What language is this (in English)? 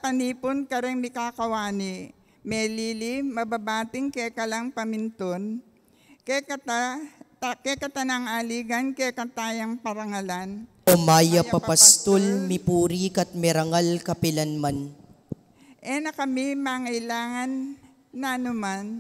Pampanga